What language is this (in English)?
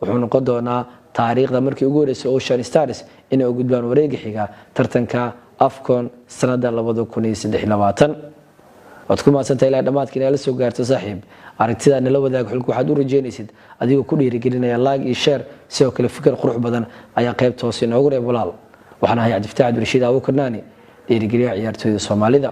Somali